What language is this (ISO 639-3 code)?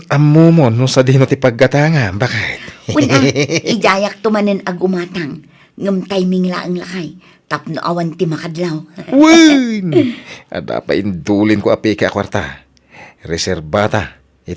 ilo